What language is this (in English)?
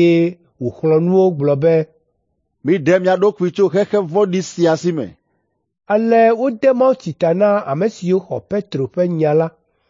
Ewe